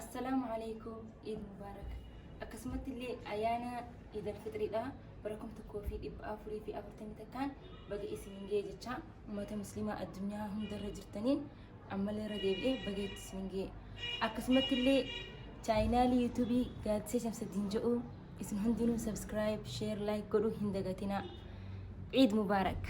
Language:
Oromo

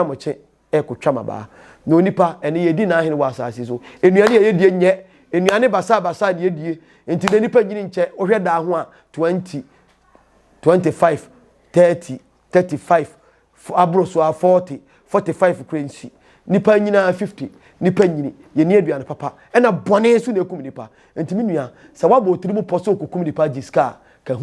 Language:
Akan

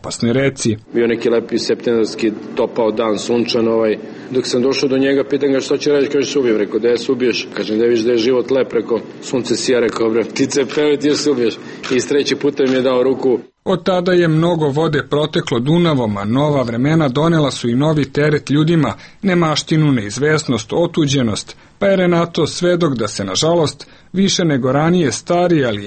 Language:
Serbian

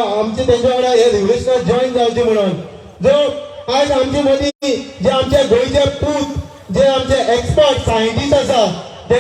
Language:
Konkani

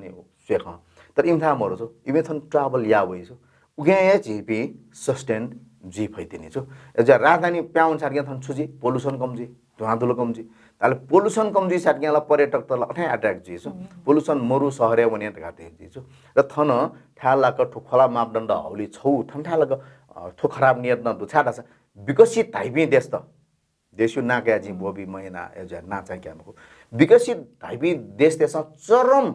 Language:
Newari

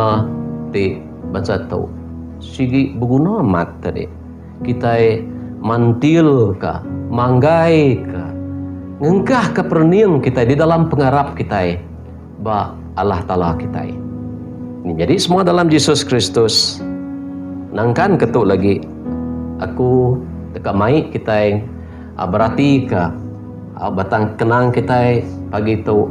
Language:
Iban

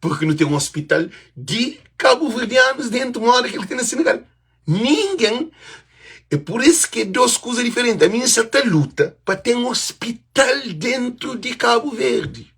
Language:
Kabuverdianu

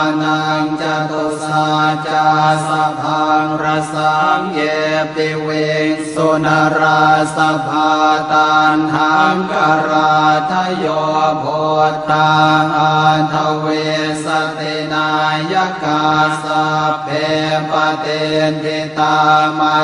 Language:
Pali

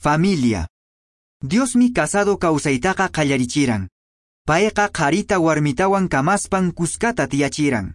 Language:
Quechua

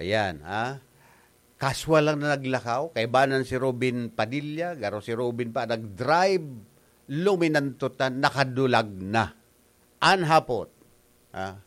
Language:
Bikol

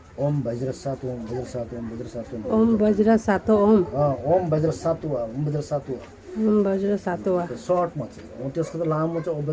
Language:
Nepali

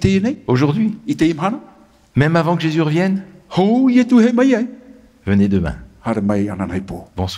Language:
Tahitian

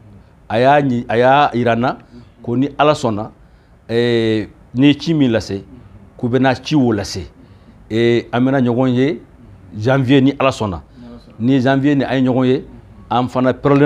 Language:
Bambara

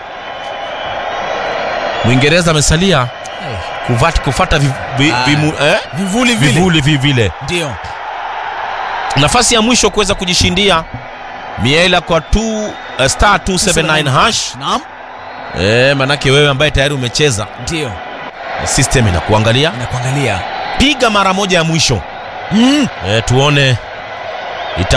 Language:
Swahili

